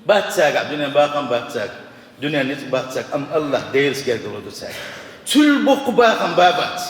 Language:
Chechen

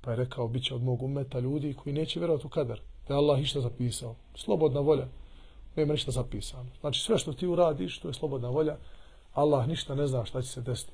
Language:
Bosnian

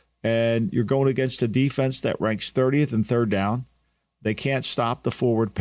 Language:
English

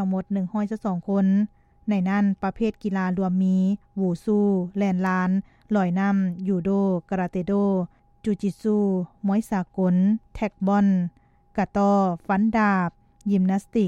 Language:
Lao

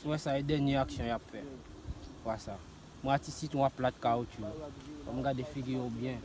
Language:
Haitian Creole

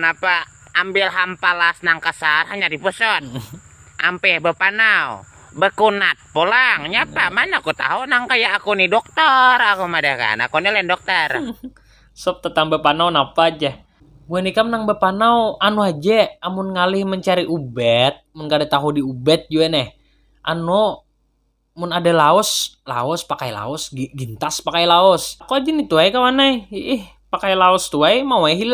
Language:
Banjar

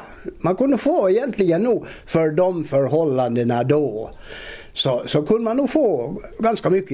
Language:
Swedish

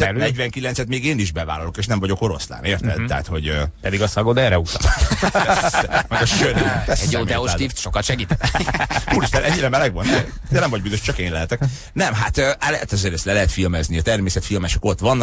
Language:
Hungarian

